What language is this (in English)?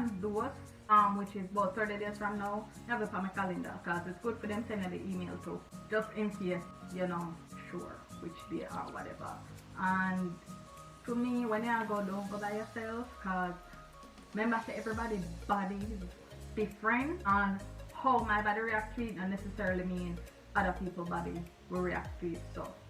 Jamaican Creole English